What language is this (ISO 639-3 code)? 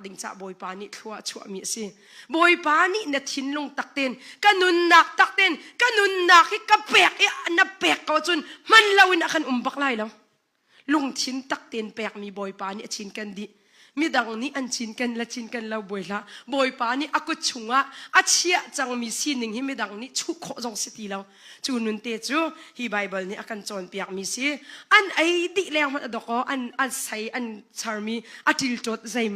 cnh